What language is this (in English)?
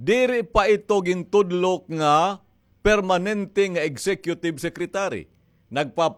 Waray